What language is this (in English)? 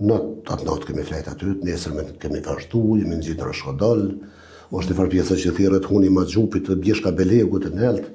Albanian